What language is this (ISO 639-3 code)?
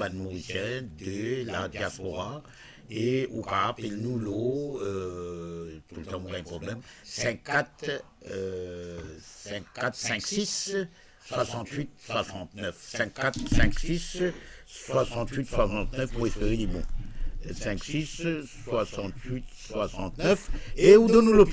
mfe